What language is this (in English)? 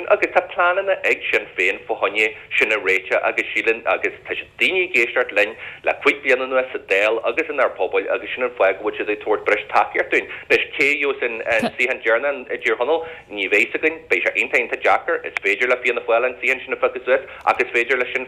Irish